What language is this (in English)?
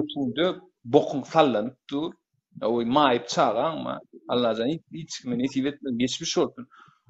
Turkmen